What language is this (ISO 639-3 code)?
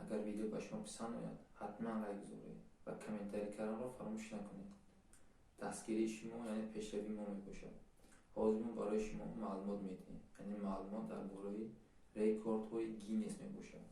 tgk